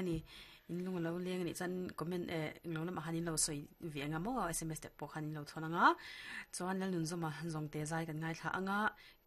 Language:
Mizo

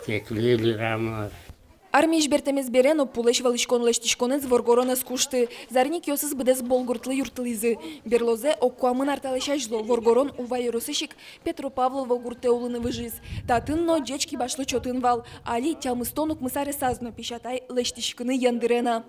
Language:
Udmurt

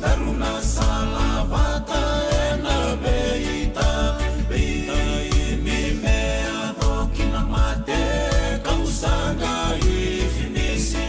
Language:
Fijian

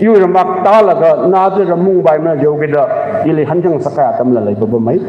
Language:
Tangkhul Naga (India)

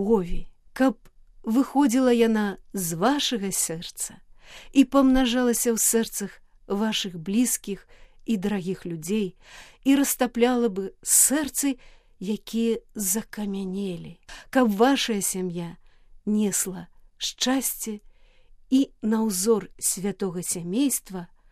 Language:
Belarusian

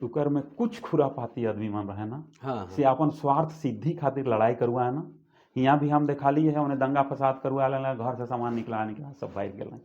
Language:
Sadri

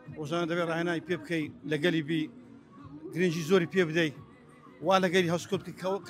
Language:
Central Kurdish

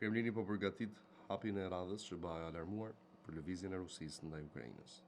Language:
Albanian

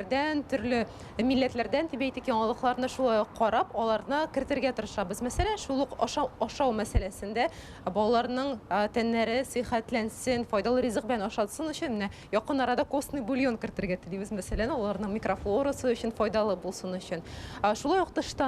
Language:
Tatar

